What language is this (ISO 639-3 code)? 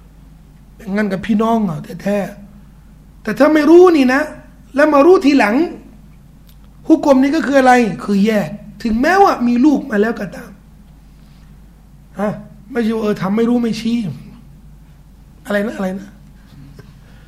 tha